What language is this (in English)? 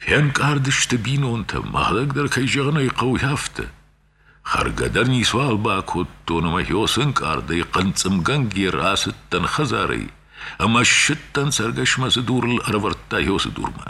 Ossetic